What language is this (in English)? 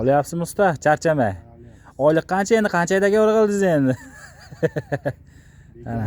Uzbek